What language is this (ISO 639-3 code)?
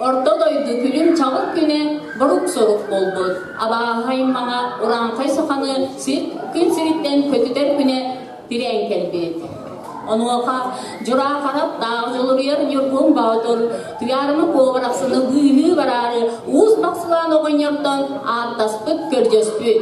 sah